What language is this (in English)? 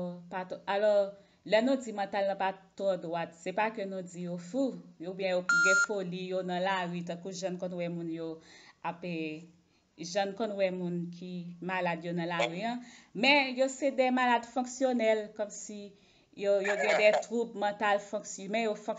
Haitian Creole